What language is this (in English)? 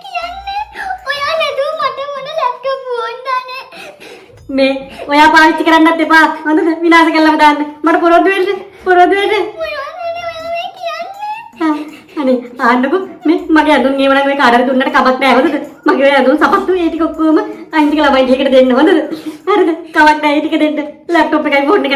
Sinhala